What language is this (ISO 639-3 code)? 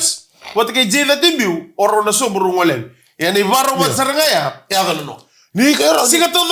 fij